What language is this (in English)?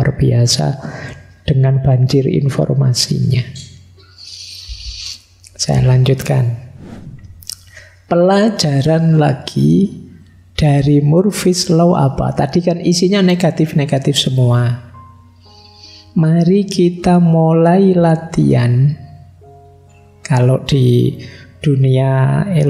Indonesian